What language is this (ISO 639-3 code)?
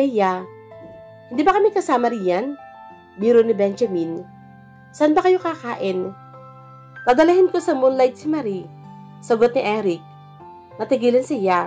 fil